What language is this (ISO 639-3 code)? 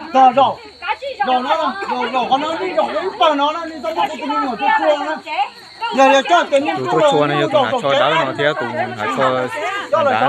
hmn